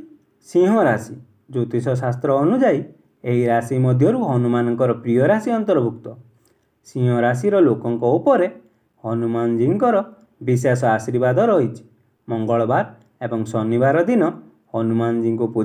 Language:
Odia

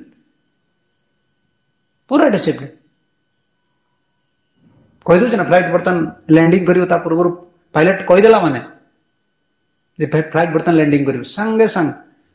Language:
Odia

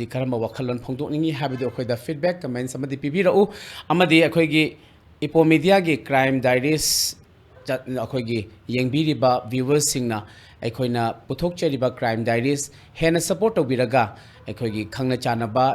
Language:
Manipuri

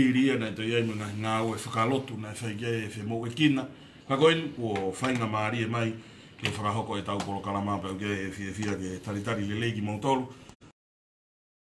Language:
Tongan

